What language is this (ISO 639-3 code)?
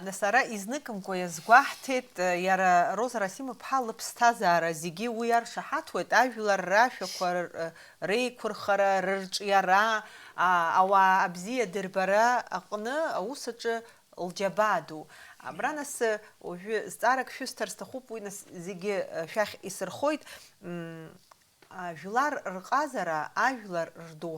abk